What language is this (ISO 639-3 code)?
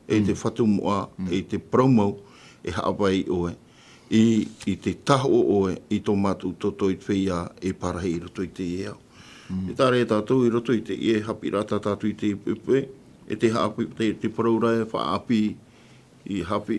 tah